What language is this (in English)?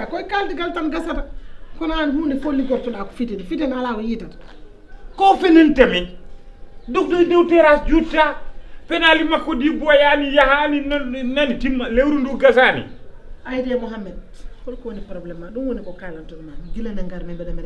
Fula